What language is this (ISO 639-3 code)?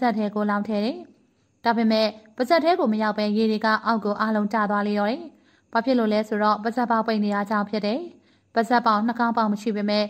mya